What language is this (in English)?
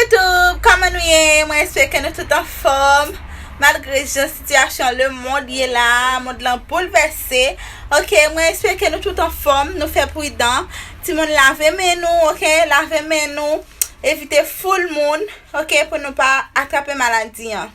Haitian Creole